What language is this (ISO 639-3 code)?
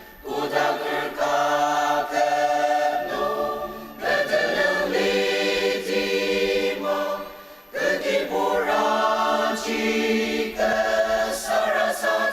njo